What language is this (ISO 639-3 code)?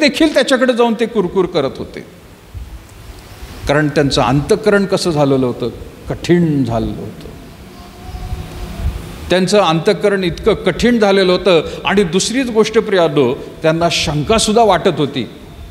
mar